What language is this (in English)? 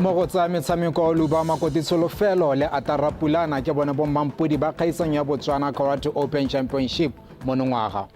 Tswana